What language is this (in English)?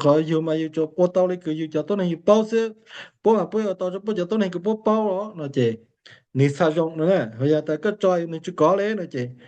Hmong